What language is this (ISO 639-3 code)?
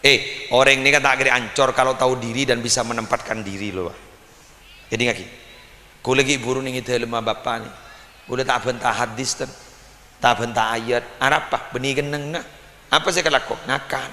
mad